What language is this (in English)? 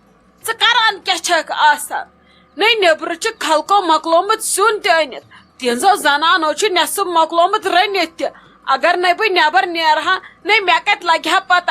Kashmiri